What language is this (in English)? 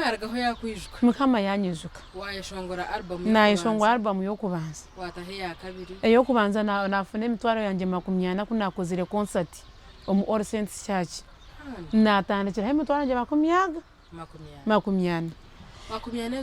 Nyankole